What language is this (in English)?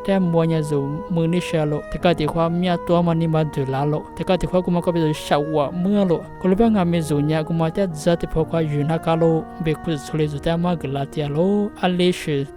Lisu